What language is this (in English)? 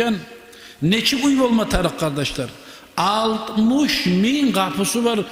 Kumyk